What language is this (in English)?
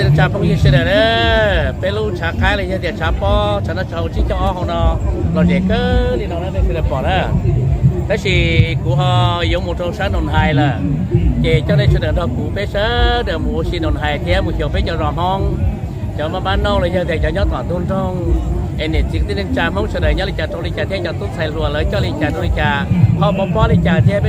Hmong